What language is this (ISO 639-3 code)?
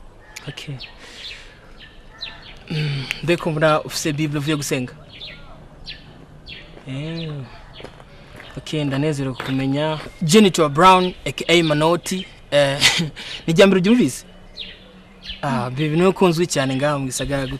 run